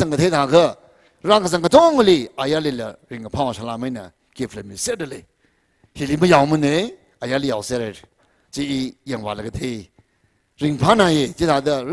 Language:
Tangkhul Naga (India)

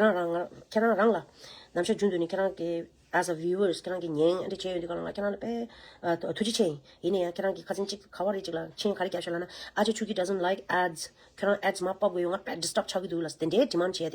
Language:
Tibetan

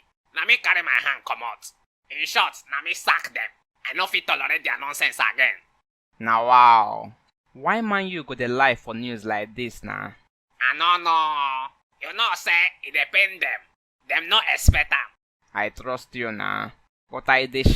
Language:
Nigerian Pidgin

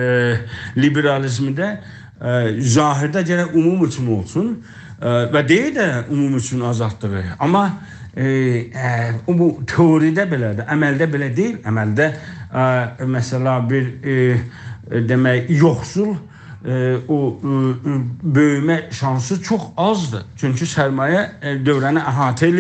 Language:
South Azerbaijani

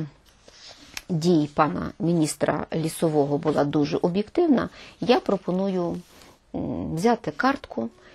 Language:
Ukrainian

